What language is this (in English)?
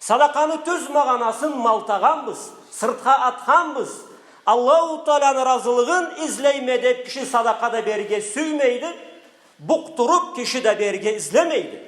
Karachay-Balkar